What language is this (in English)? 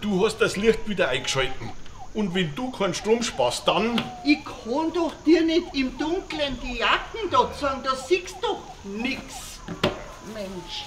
Bavarian